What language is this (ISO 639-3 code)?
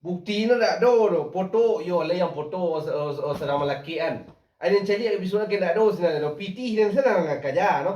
min